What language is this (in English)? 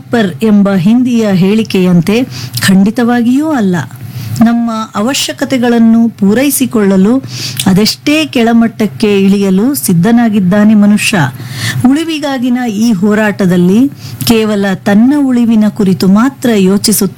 Kannada